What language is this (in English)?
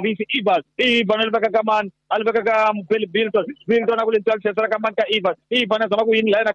Tsonga